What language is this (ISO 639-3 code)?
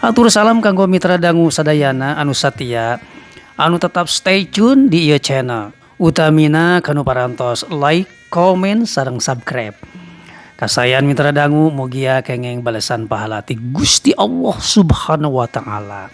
sun